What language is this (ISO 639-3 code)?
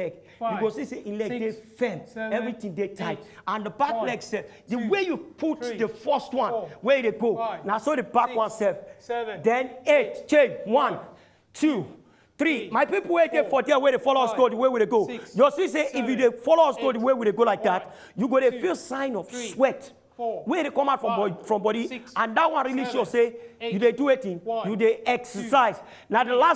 pcm